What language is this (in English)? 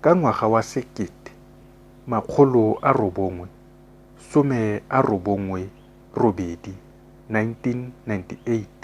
Tswana